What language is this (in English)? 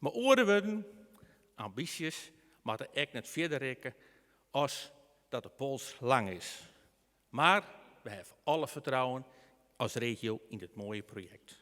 Western Frisian